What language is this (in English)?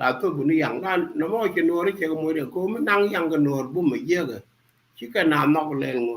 Nuer